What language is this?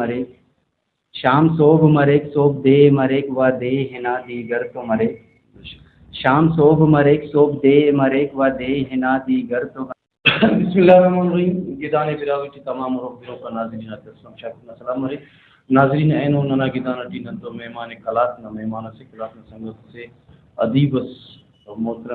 Brahui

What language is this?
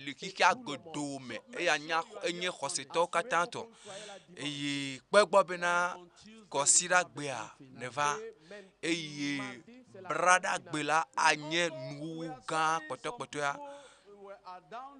Ewe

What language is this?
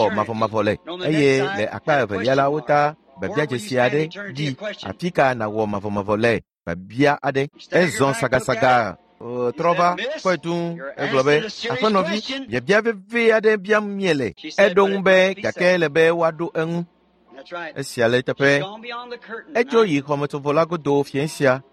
Ewe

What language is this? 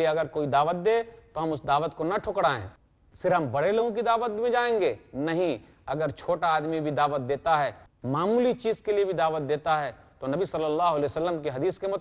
Urdu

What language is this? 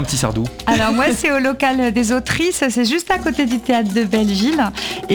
French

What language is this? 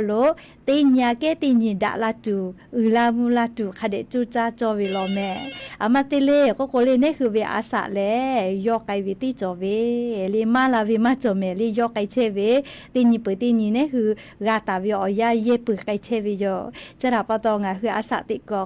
Lahu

